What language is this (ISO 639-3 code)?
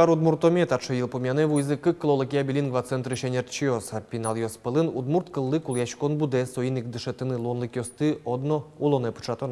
udm